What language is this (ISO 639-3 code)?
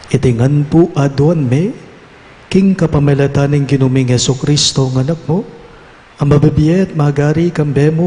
pam